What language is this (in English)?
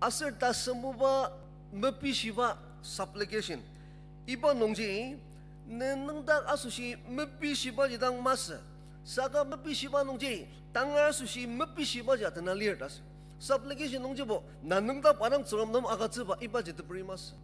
Ao Naga